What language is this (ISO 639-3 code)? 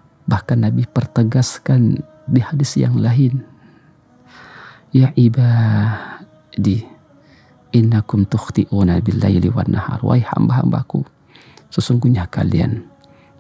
ind